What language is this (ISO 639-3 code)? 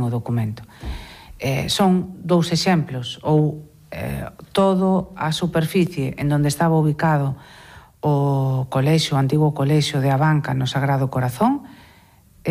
glg